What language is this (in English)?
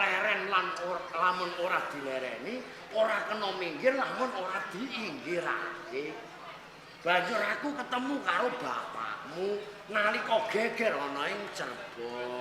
Javanese